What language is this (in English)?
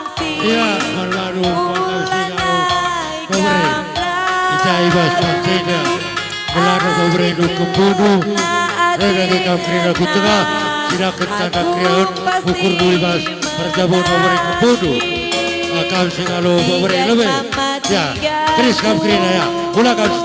Batak Karo